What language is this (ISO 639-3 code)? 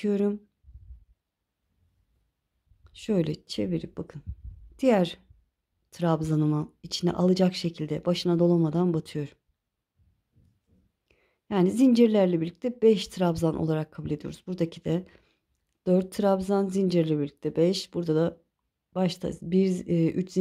tur